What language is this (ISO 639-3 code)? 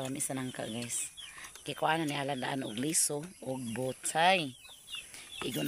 ceb